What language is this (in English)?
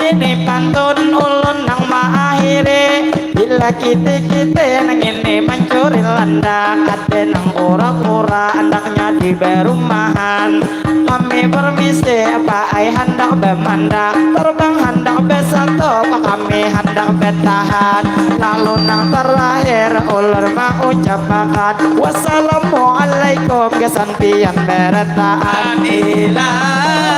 Banjar